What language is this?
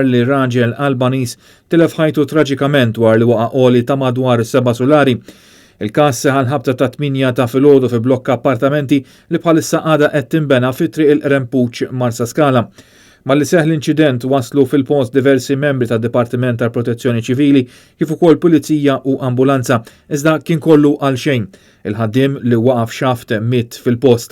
Maltese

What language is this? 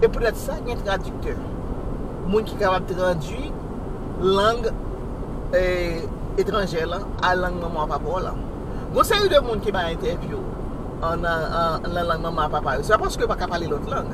Haitian Creole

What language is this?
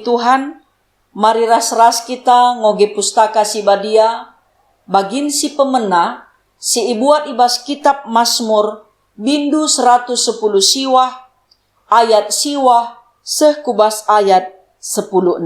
Batak Karo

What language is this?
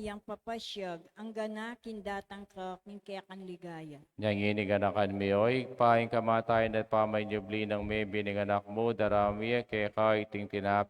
Pampanga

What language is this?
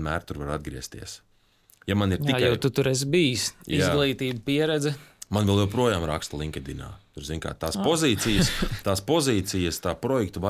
Latvian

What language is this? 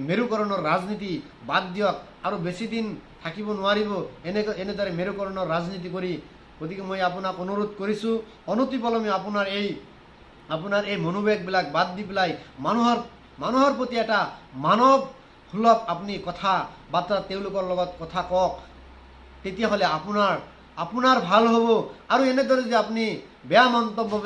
Assamese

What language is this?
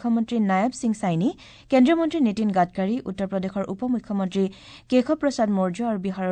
Assamese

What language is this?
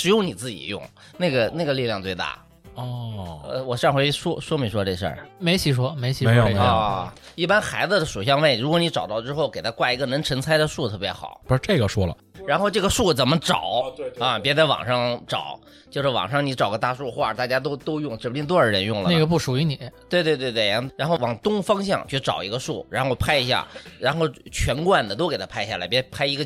Chinese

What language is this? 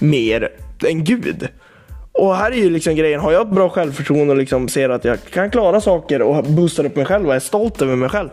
Swedish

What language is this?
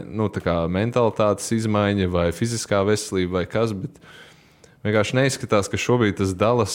Latvian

